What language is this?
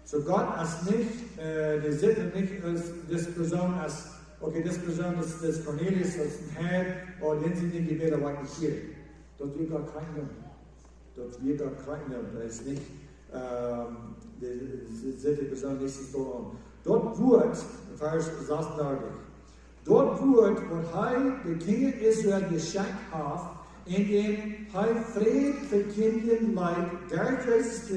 Plautdietsch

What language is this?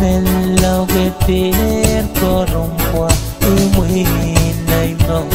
Pohnpeian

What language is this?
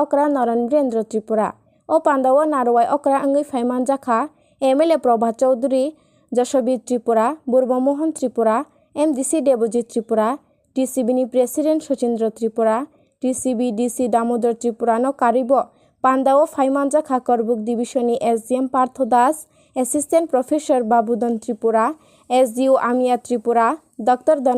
Kok Borok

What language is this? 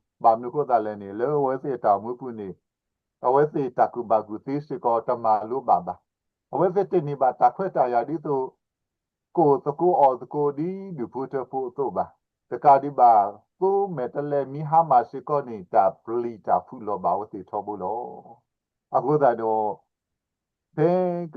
S'gaw Karen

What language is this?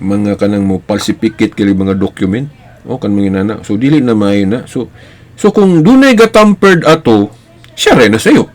Cebuano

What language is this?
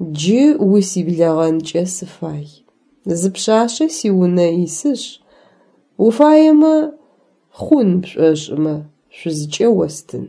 Adyghe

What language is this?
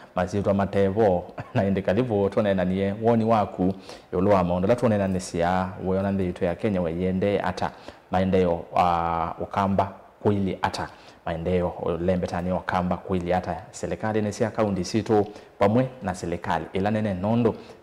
Kamba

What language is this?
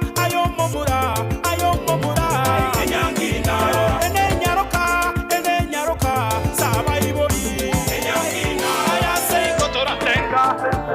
Gusii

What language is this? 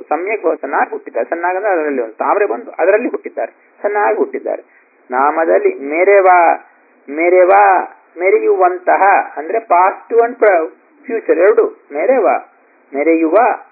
Kannada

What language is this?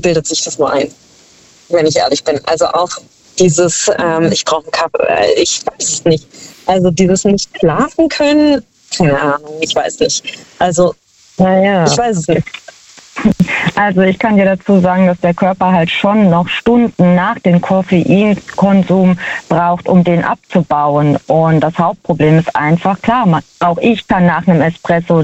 German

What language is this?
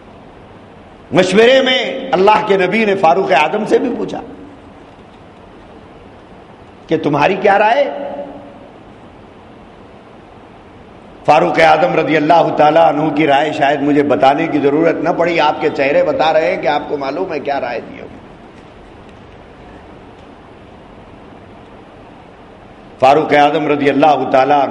Urdu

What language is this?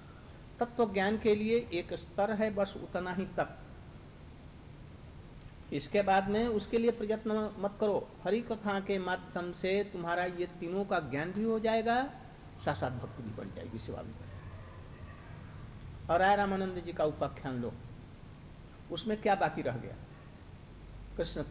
Hindi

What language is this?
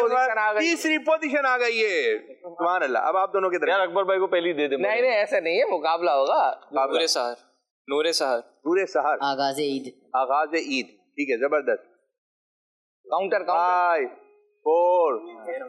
Urdu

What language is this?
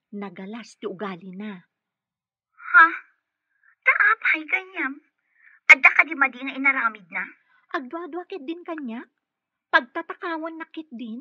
Iloko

